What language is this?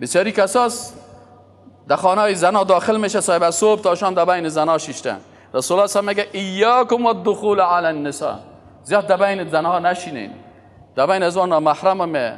Persian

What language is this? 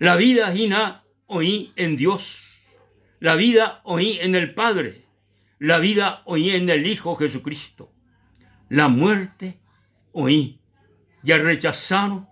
Guarani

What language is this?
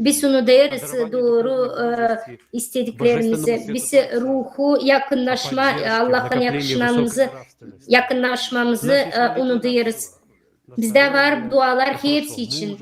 Gagauz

